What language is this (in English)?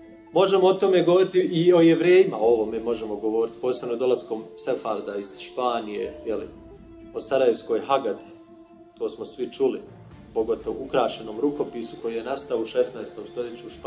Bosnian